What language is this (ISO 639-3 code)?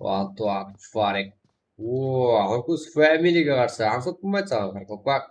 kaa